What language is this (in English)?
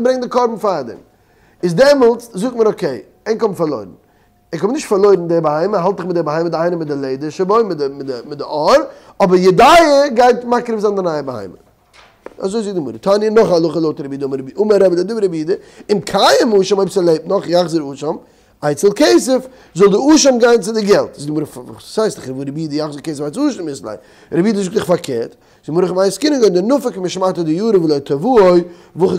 Yiddish